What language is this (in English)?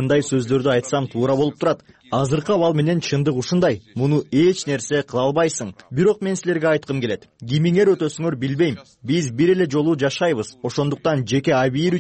Kyrgyz